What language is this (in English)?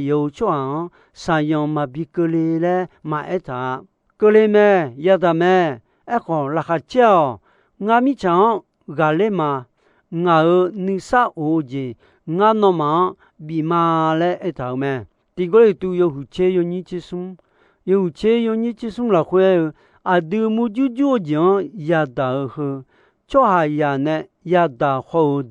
Akha